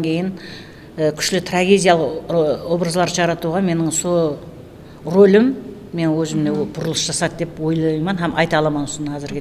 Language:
Kara-Kalpak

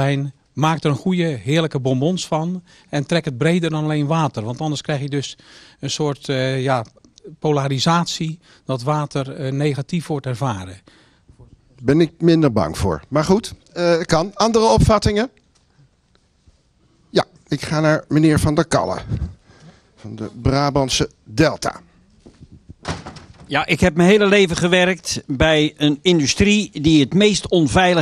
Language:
Dutch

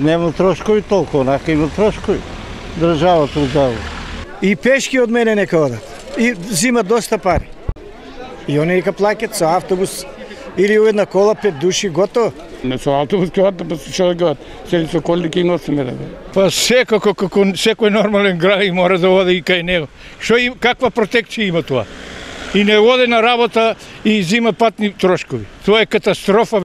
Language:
Macedonian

